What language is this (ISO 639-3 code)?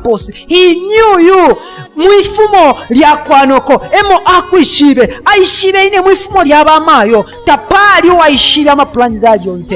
bem